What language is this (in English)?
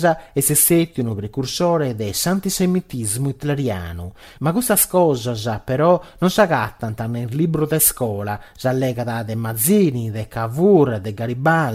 Sardinian